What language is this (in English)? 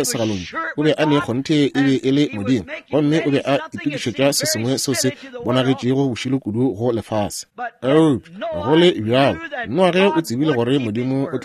Northern Sotho